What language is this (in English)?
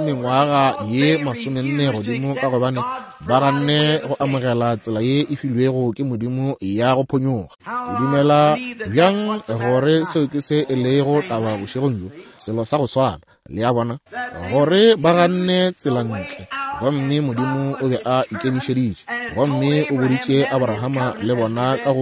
Northern Sotho